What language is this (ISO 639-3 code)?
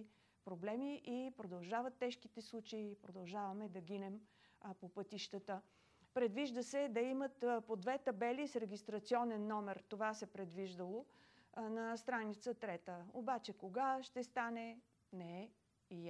bul